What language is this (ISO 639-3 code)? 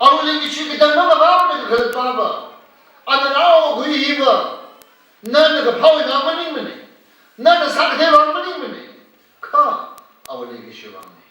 nmf